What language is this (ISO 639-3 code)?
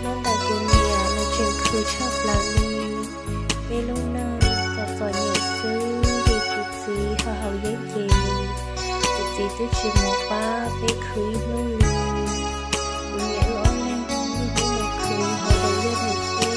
hmn